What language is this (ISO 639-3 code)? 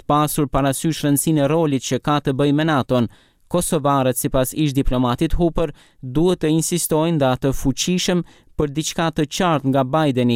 sqi